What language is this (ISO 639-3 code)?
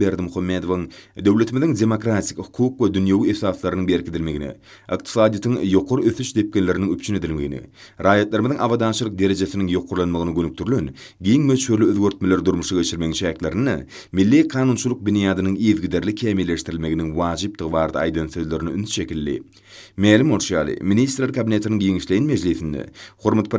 tuk